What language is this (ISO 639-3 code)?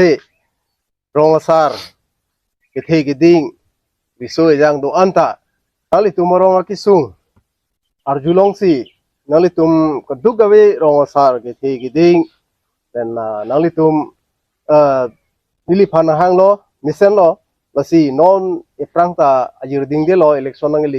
mjw